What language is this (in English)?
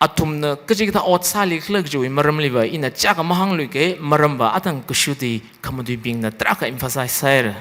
Tangkhul Naga (India)